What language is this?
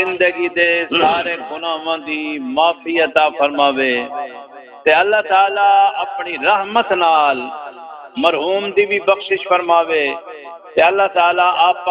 Saraiki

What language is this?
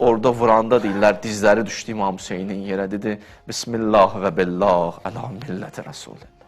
Azerbaijani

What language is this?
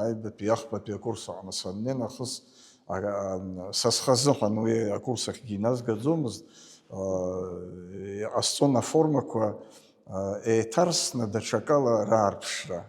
Abkhazian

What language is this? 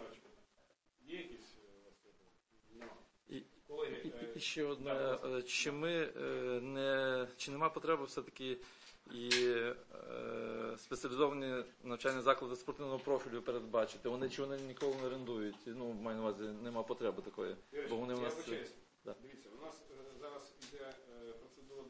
Ukrainian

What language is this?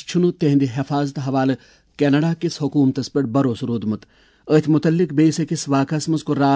Kashmiri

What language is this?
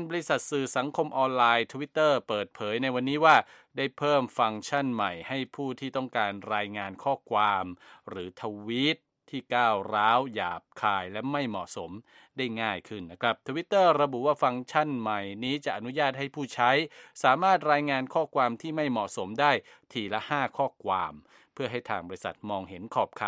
Thai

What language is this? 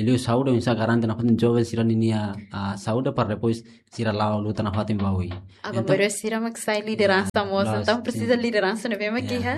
Tetum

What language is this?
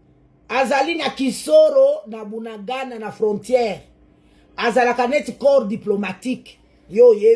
Lingala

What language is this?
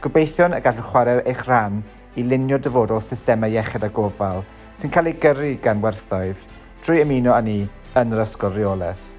Welsh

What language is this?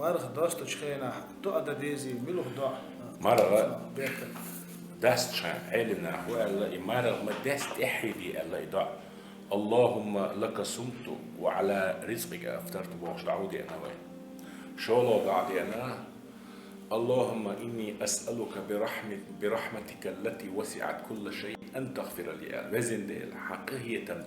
Chechen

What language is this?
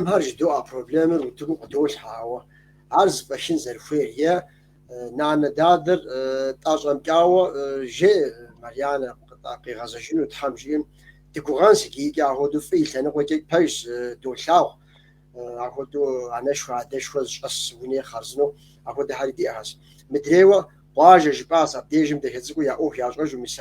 Kabardian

